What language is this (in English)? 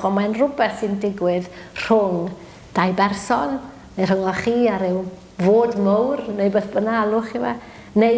Welsh